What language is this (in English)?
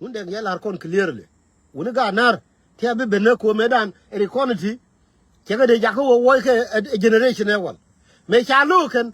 Nuer